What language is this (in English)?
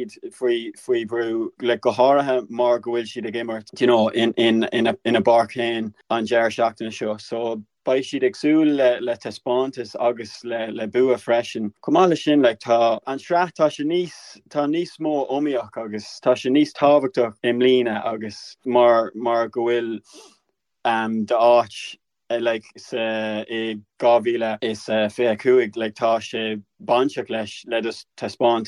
Irish